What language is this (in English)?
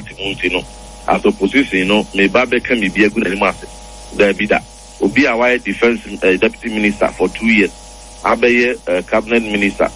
Akan